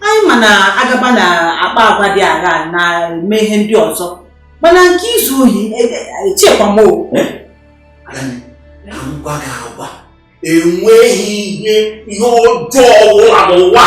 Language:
Igbo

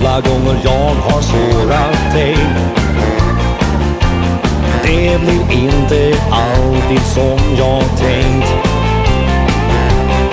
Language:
Swedish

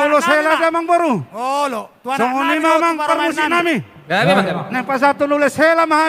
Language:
Batak Toba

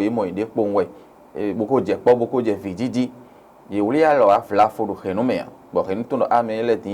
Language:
Fon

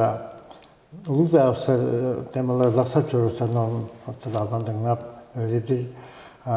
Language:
Tuvinian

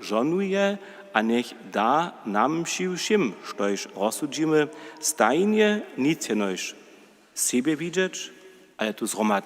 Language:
Upper Sorbian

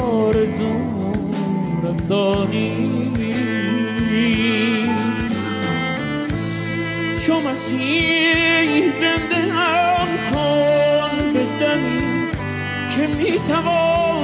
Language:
Persian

